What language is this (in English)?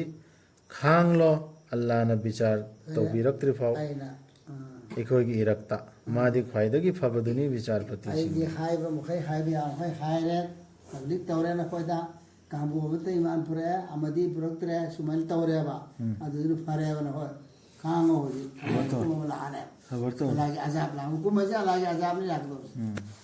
Manipuri